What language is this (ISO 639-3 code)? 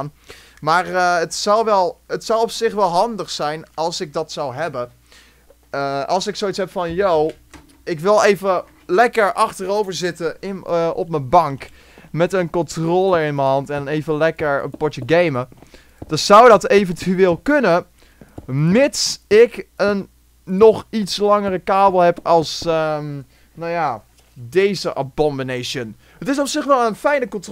nld